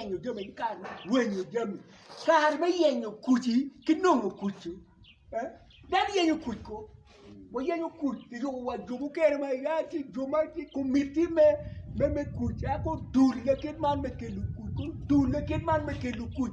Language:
Acoli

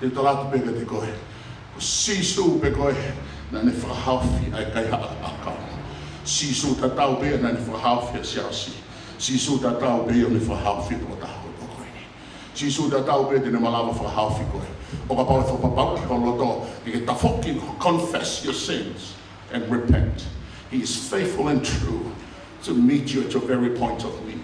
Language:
Tongan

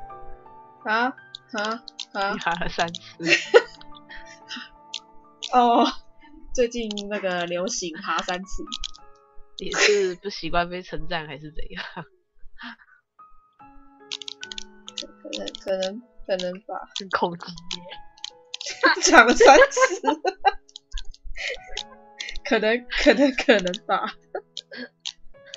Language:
Chinese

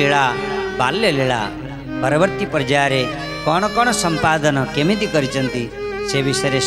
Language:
Odia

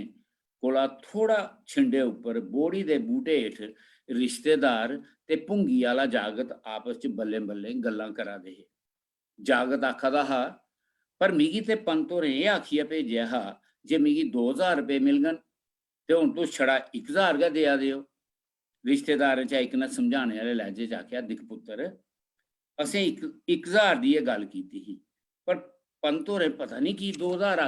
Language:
Dogri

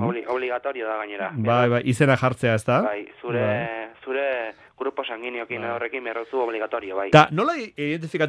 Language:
Basque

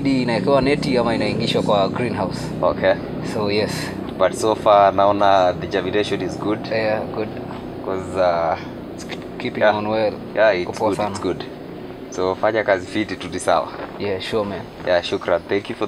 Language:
Swahili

